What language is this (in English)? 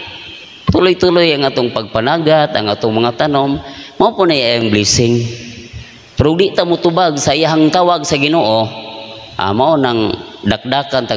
Cebuano